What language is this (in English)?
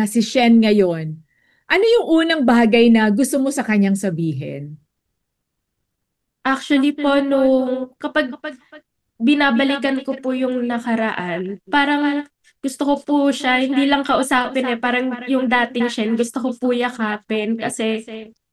Filipino